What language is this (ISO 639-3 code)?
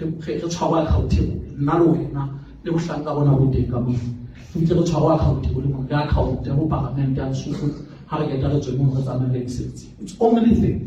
sot